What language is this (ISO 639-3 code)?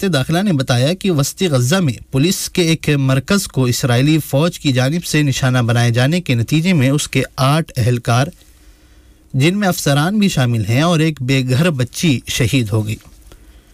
urd